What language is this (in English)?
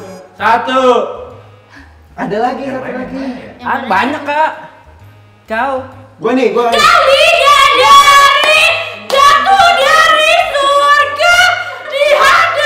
Indonesian